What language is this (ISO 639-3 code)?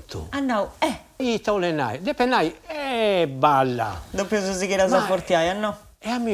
srd